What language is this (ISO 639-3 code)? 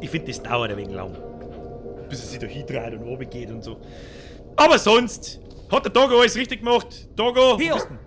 bar